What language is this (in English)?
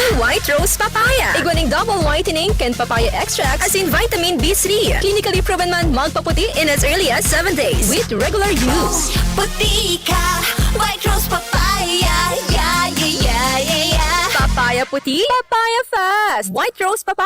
Bikol